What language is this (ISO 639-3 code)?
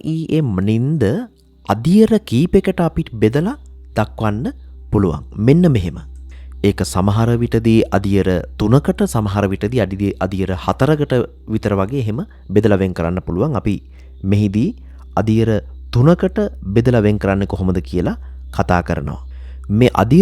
sin